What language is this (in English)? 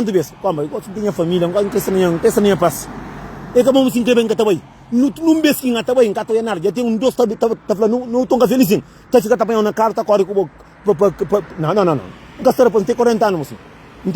Kabuverdianu